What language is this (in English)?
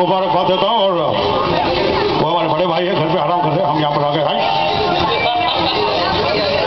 Hindi